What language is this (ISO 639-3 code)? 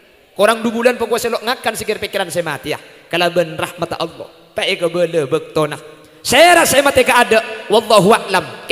mad